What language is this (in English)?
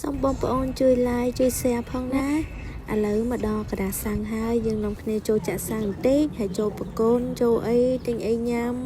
Khmer